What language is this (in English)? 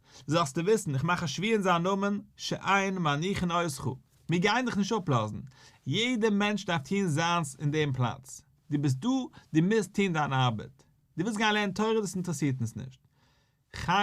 Yiddish